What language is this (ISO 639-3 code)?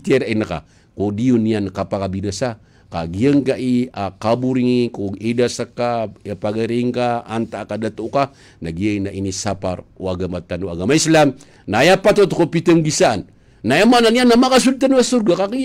mrw